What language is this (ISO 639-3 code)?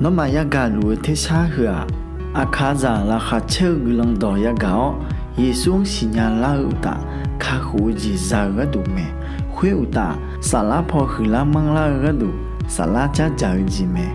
ahk